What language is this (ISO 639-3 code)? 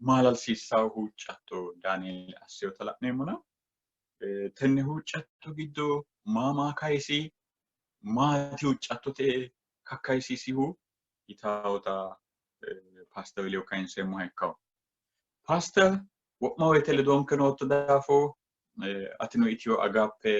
sid